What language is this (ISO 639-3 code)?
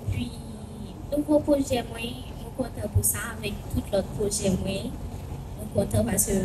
hat